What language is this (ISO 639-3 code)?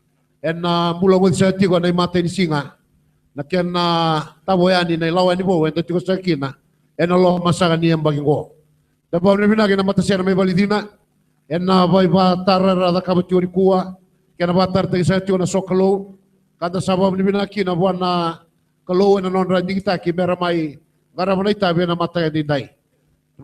fij